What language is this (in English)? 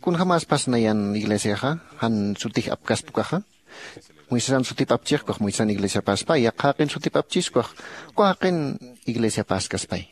Aymara